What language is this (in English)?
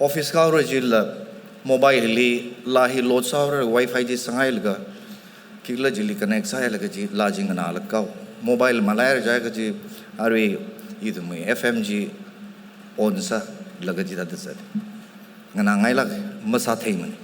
Tangkhul Naga (India)